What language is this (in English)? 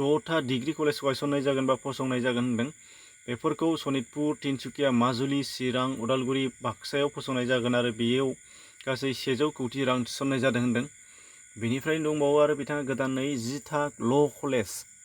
Bodo